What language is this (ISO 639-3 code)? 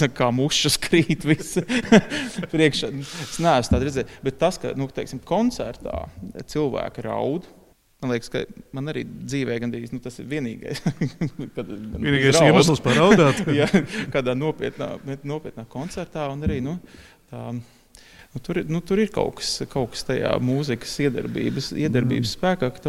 lav